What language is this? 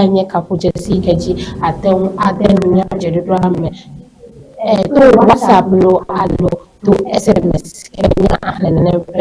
Ewe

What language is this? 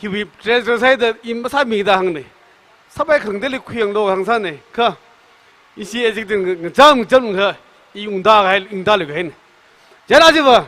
Tangkhul Naga (India)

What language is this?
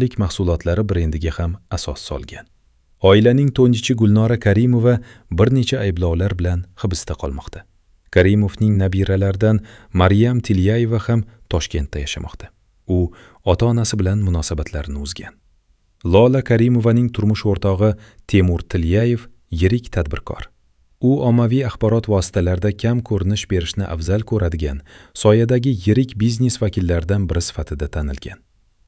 Uzbek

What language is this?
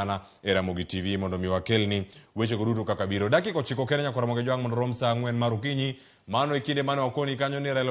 Luo (Kenya and Tanzania)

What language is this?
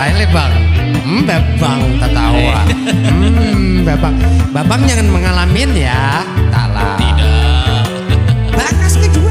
Banjar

